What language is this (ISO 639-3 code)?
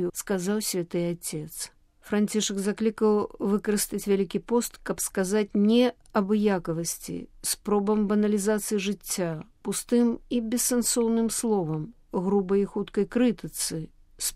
bel